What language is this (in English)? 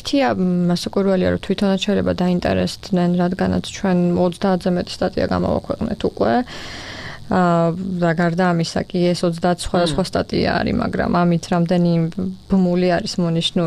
Georgian